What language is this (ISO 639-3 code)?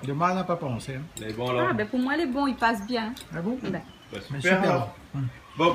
rcf